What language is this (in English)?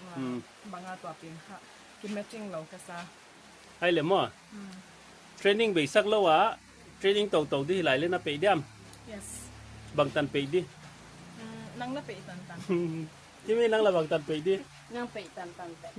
Paite Chin